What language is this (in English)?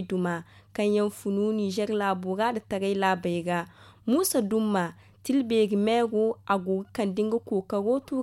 Zarma